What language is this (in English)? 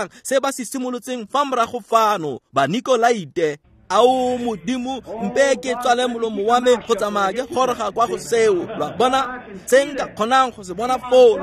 Tswana